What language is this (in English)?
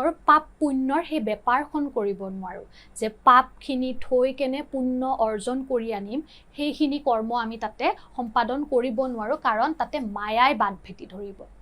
Assamese